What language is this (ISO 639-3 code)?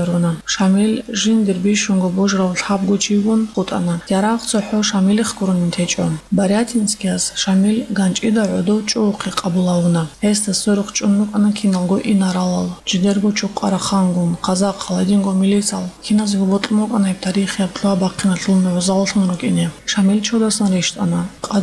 ava